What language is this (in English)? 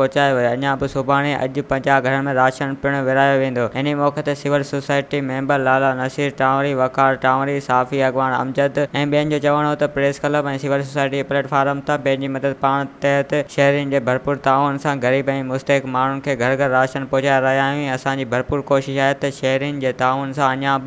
Sindhi